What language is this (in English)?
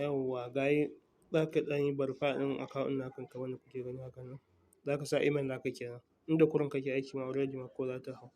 Hausa